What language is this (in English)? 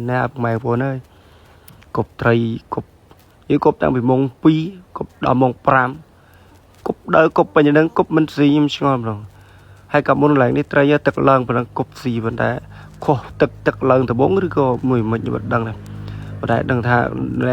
Khmer